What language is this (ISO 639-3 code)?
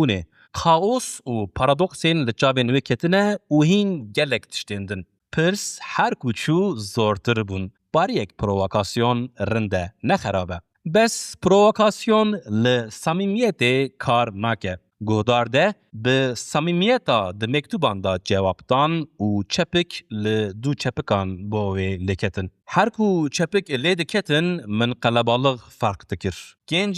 kur